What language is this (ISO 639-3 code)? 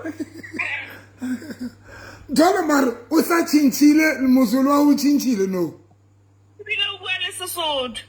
sot